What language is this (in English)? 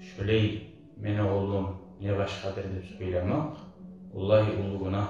Kumyk